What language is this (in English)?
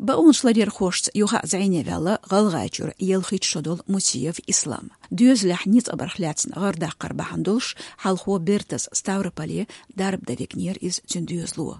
Chechen